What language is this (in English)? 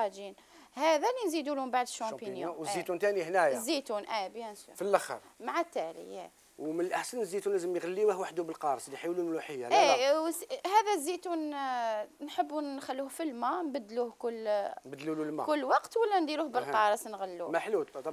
Algerian Arabic